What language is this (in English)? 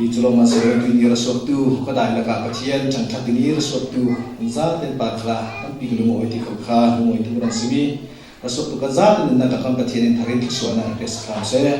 Falam Chin